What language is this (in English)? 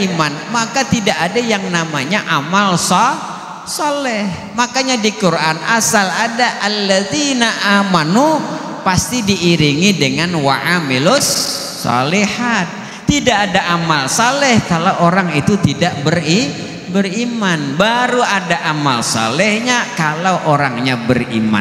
Banjar